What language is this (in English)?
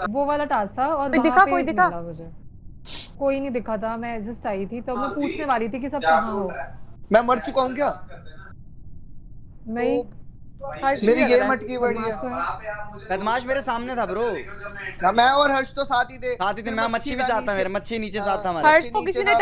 Hindi